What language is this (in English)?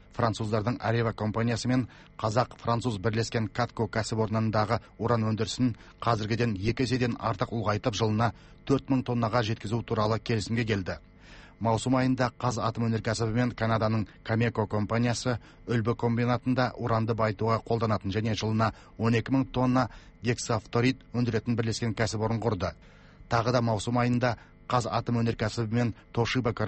Kazakh